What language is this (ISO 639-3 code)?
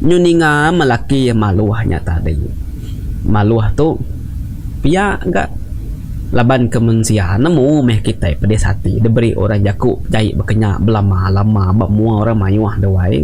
iba